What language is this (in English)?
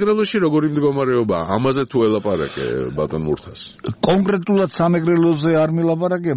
Georgian